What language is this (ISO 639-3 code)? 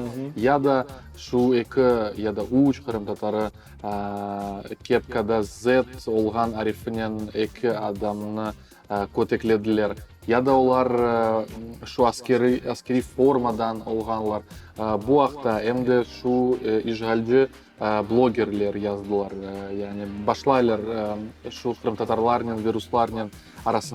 crh